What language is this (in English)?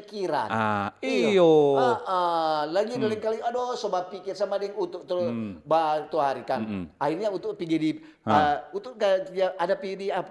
Manado Malay